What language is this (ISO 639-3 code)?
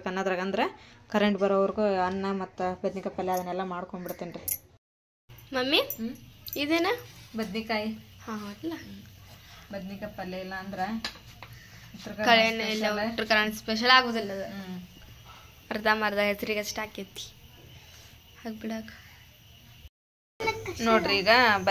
kan